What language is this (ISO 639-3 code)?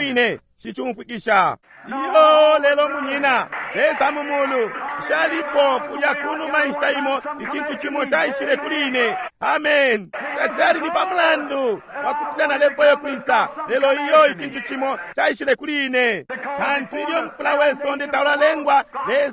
bem